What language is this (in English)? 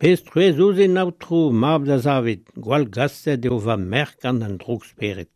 Breton